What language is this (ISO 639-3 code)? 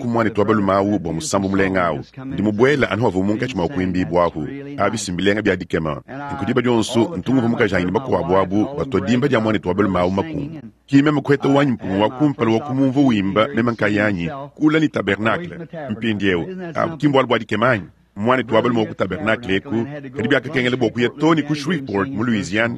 lua